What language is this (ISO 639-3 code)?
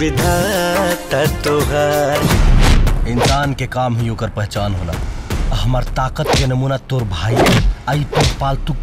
bho